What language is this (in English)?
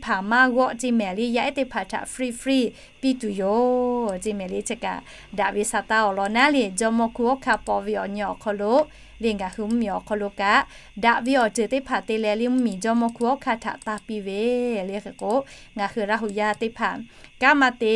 Lahu